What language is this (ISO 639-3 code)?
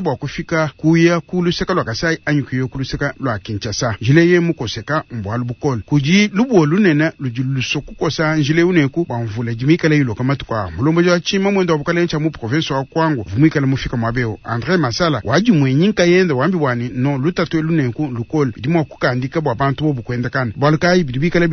lua